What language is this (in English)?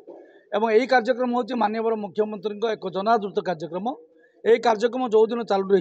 Odia